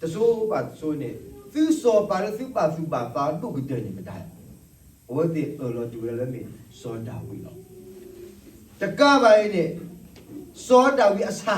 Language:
S'gaw Karen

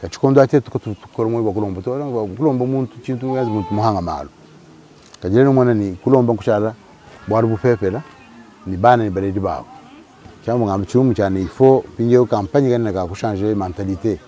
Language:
Luba-Lulua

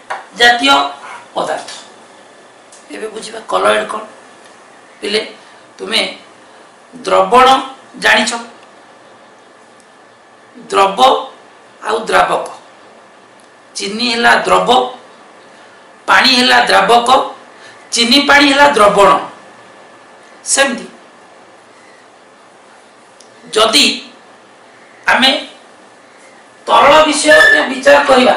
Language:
Odia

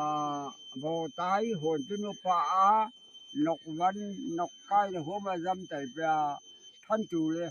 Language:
Naga Pidgin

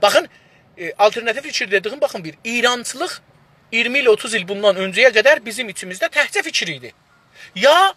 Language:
South Azerbaijani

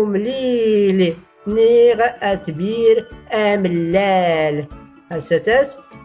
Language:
Tachelhit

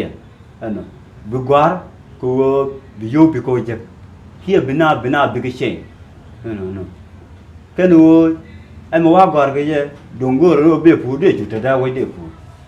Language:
Nuer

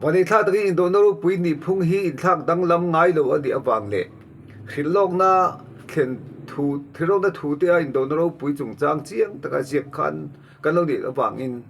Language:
Mizo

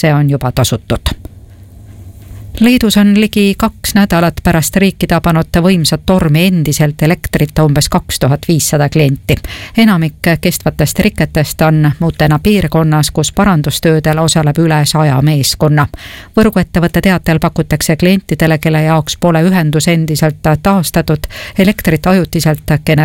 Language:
Estonian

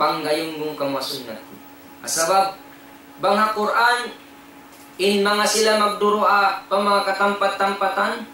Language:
Tausug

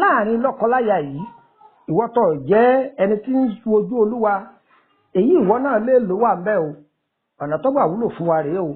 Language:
Yoruba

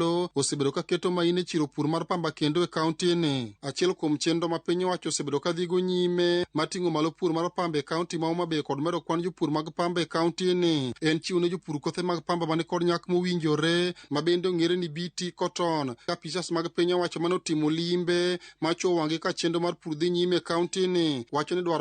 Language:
Luo (Kenya and Tanzania)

